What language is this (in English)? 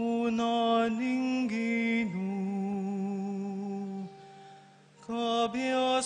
Pampanga